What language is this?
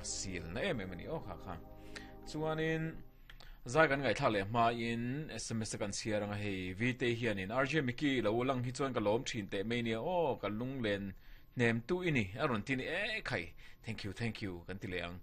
Mizo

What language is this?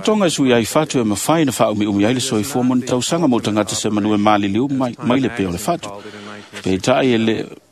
Samoan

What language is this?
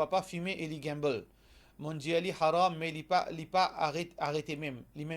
Morisyen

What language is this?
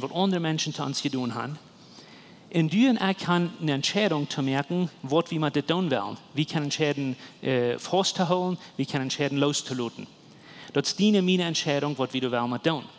Plautdietsch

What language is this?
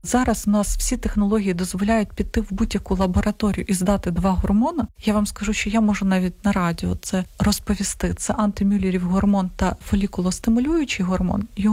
Ukrainian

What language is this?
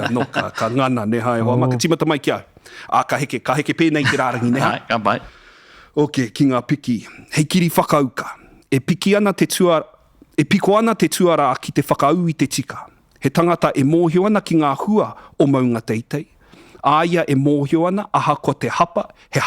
Māori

